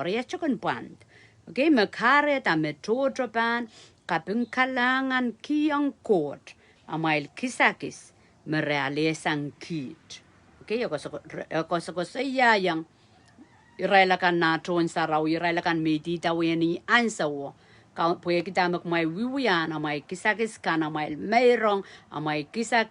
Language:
Pohnpeian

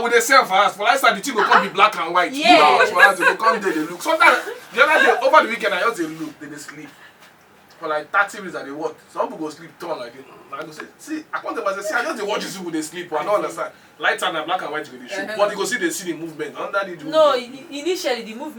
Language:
Nigerian Pidgin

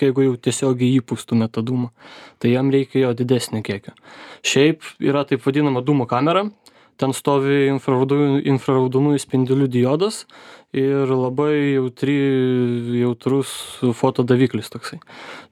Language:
Lithuanian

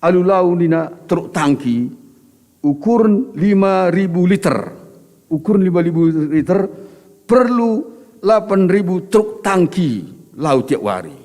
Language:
Batak Karo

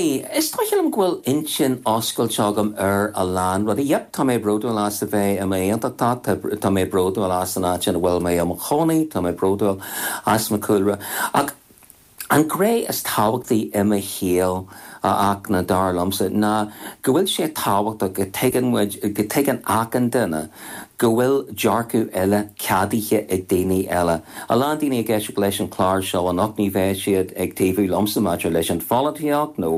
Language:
Irish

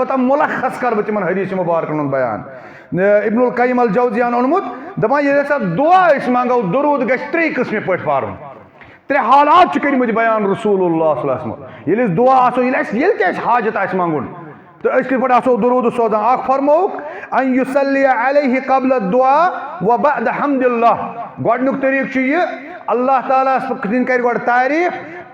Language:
Kashmiri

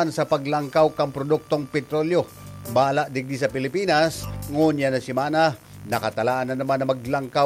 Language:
Bikol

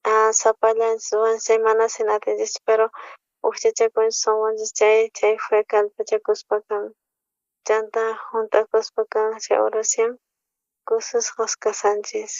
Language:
South Bolivian Quechua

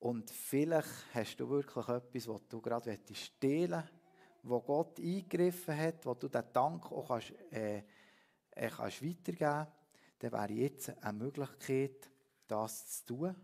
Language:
Swiss German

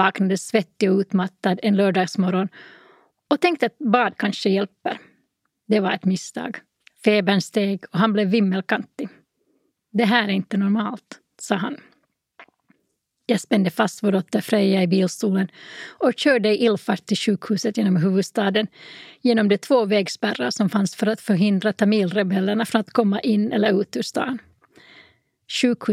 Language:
Swedish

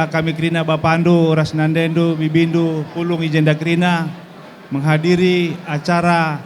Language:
Batak Karo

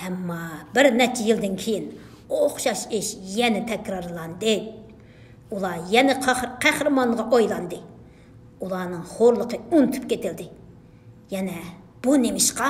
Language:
Uyghur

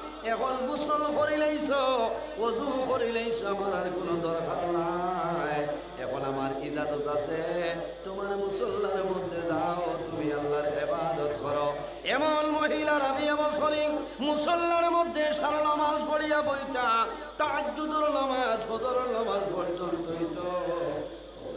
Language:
Sylheti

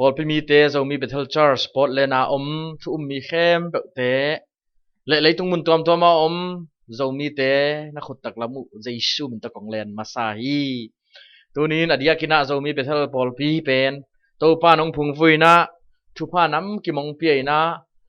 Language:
Tedim Chin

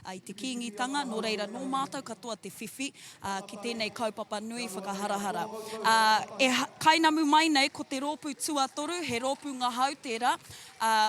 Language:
Māori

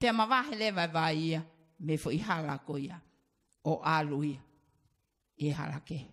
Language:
Tongan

